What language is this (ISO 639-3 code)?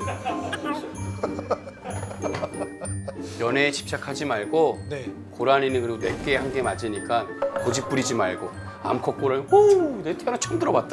kor